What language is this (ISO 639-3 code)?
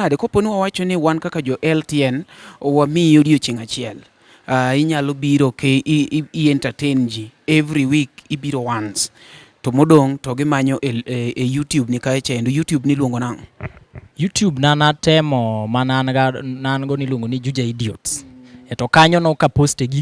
luo